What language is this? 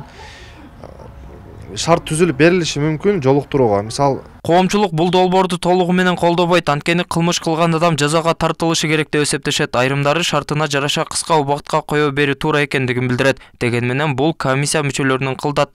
Kyrgyz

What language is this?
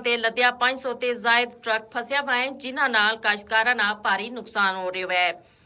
Gujari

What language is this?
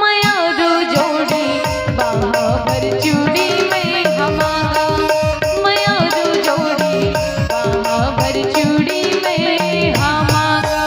Chhattisgarhi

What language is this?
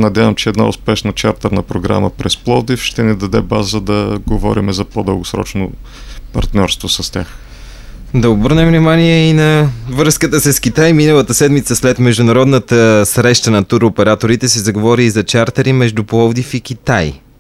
Bulgarian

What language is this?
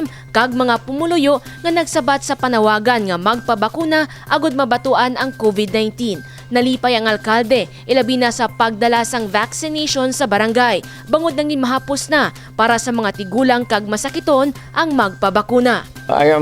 Hiligaynon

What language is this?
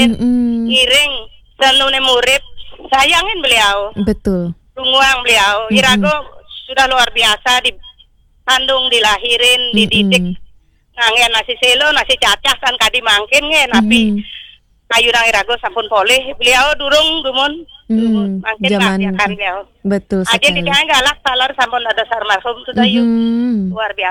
Balinese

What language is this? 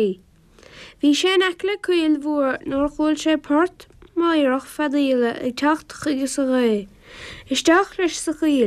Irish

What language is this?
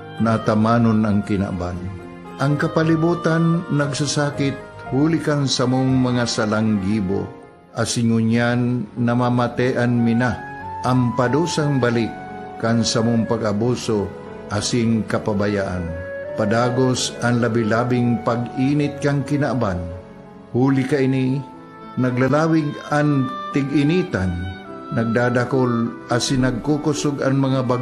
Bikol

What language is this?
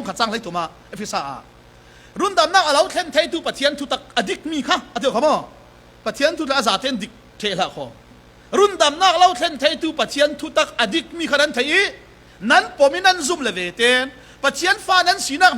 Falam Chin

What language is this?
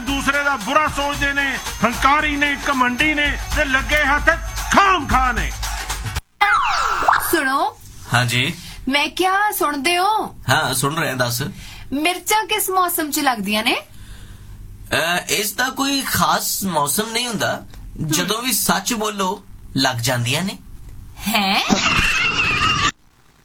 Punjabi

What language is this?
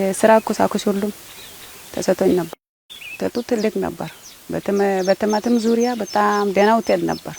Amharic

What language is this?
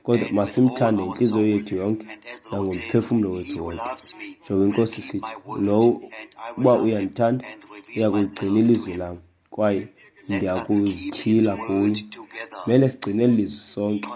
Xhosa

